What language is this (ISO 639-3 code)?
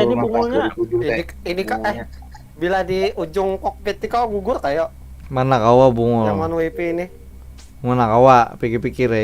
bjn